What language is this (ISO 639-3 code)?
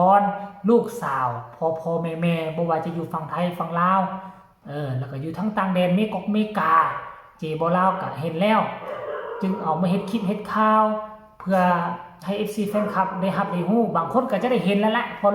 tts